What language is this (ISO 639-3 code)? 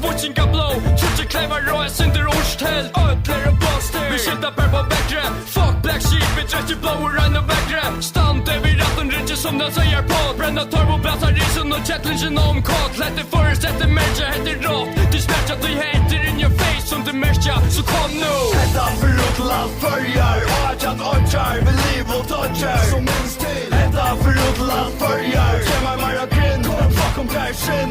fao